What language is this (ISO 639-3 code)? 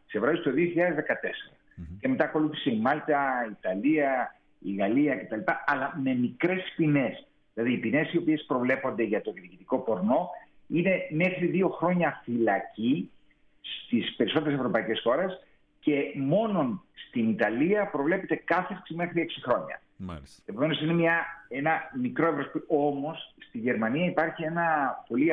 ell